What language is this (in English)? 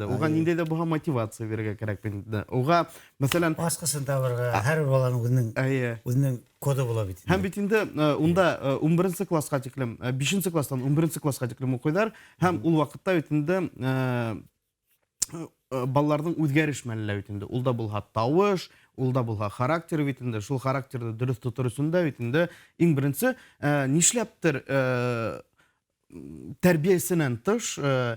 Bashkir